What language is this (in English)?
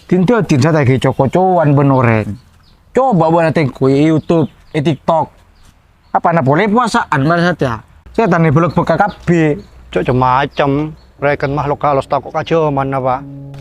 Madurese